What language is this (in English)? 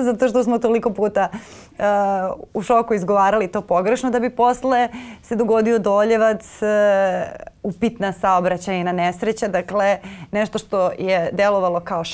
Serbian